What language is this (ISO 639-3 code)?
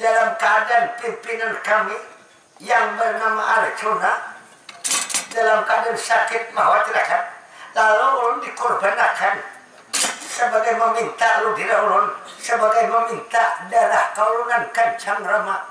bjn